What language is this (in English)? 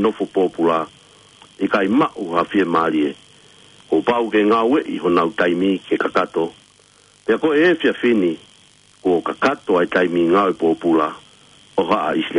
Tongan